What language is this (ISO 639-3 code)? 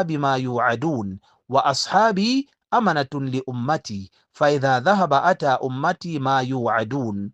zul